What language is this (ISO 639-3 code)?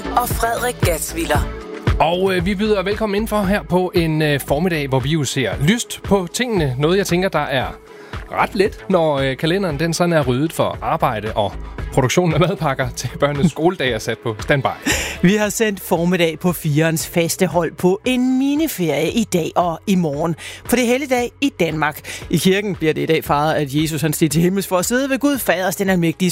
dan